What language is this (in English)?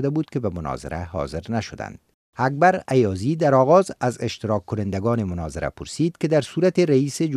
Persian